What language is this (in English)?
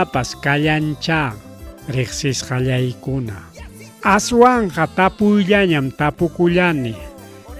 Ayacucho Quechua